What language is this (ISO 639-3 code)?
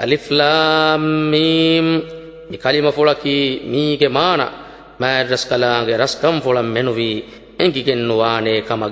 div